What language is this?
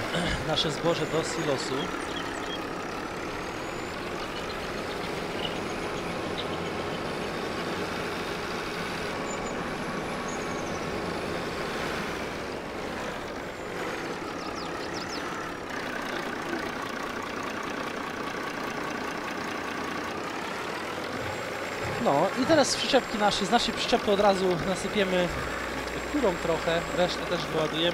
Polish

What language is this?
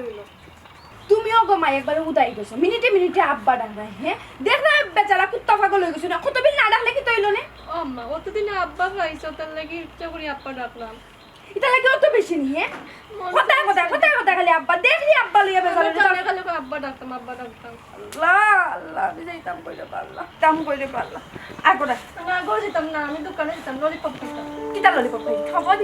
Sylheti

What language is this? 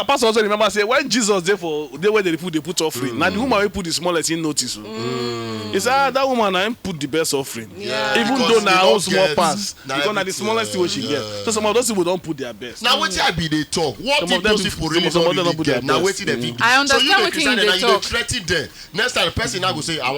Nigerian Pidgin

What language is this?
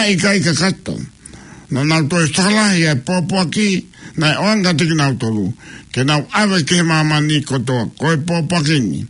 Tongan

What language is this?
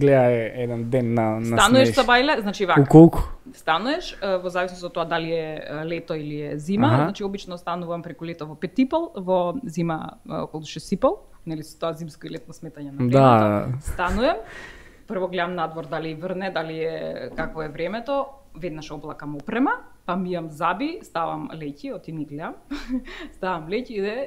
Macedonian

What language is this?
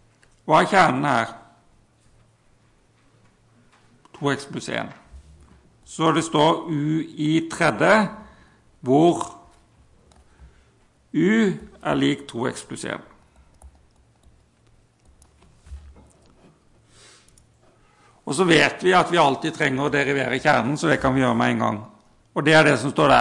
Norwegian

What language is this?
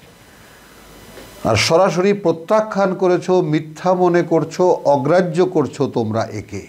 Bangla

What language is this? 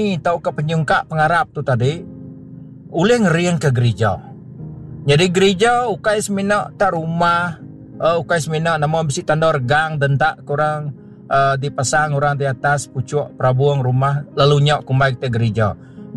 Iban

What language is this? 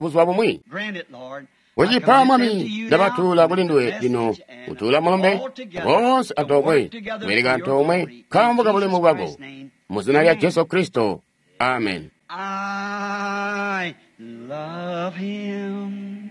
Tonga (Zambia)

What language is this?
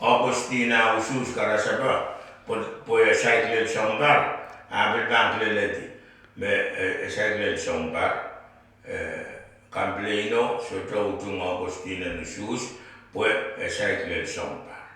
Pohnpeian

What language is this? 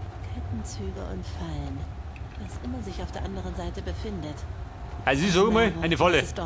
Bavarian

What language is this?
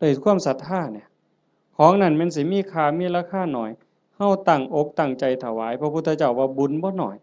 Northeastern Thai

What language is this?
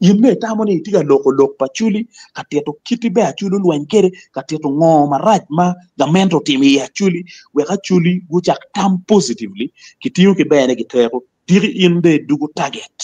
Acoli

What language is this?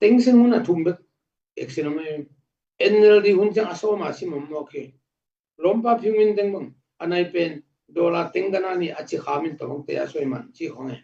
Tedim Chin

